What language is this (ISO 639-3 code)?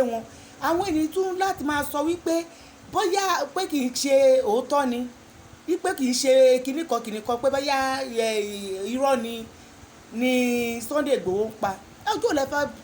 yor